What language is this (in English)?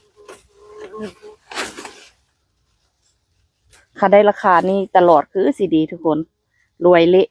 Lao